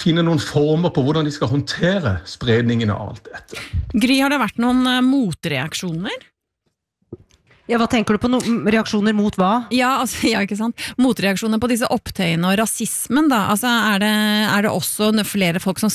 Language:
Norwegian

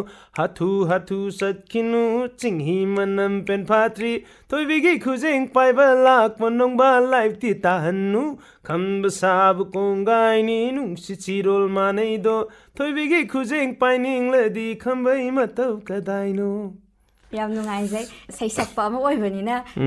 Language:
Manipuri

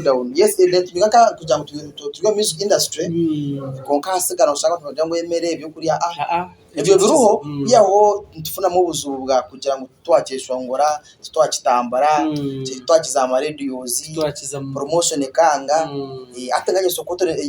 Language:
Nyankole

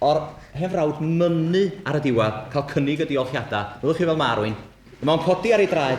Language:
Welsh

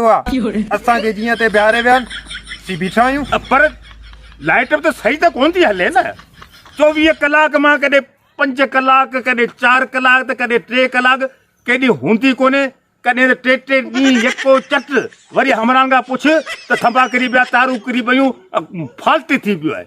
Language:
Sindhi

